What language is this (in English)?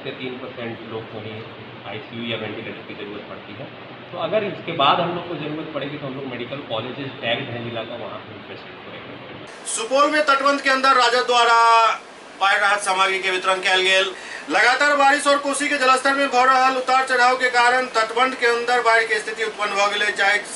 Maithili